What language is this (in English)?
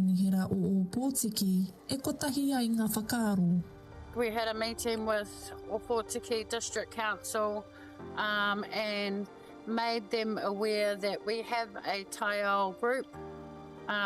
Māori